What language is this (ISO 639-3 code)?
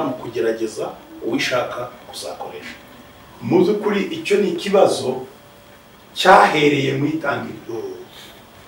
kin